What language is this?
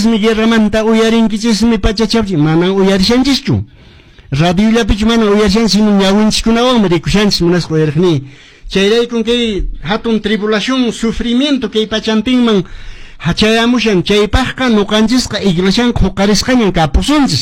Quechua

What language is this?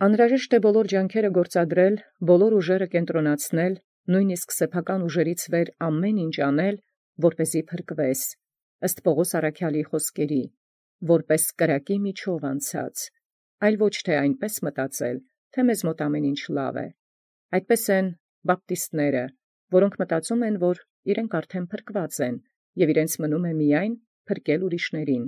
Armenian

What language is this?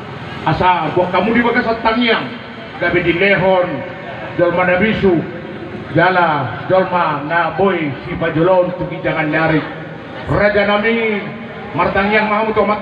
Batak Toba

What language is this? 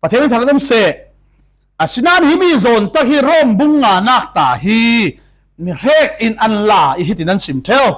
Falam Chin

